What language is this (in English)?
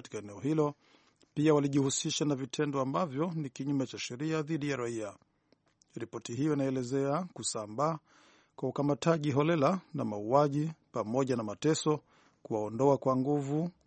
Swahili